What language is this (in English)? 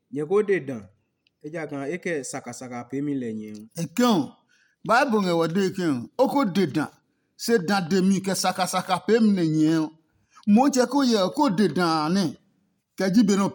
Adangme